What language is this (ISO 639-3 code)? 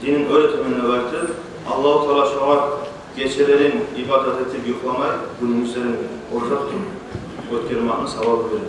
kum